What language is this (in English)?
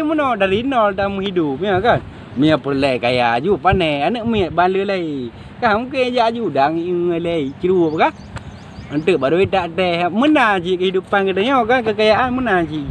Achinese